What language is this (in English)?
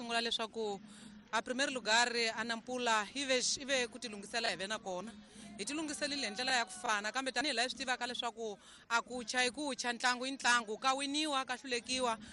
Tsonga